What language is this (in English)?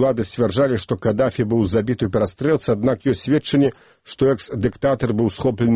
Belarusian